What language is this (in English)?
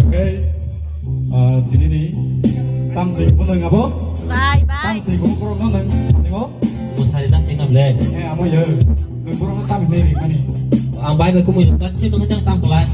Kok Borok